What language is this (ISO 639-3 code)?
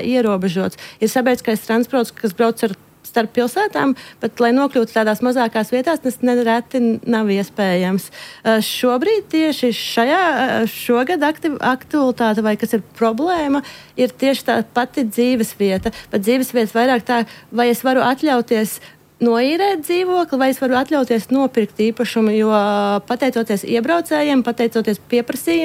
lav